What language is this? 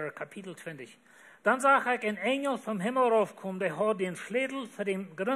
Plautdietsch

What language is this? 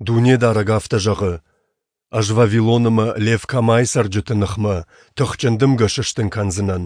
Ossetic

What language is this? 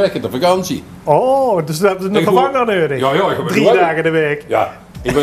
Limburgish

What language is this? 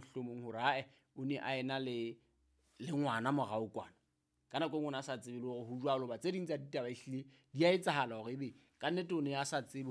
Southern Sotho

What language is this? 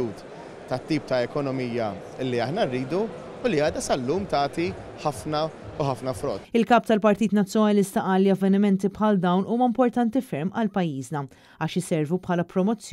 Maltese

